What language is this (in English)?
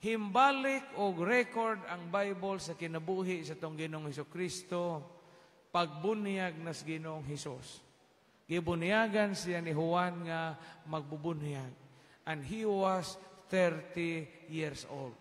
Cebuano